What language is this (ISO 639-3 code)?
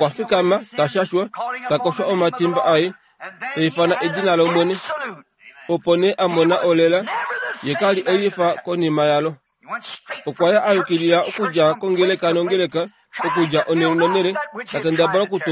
kua